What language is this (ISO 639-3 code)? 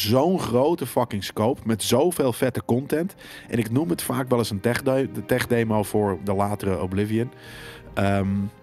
nld